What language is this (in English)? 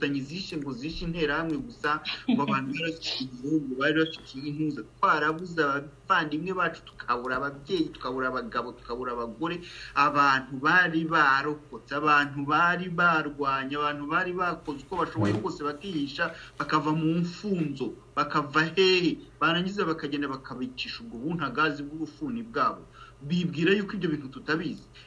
Kinyarwanda